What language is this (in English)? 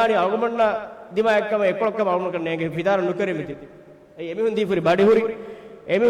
Divehi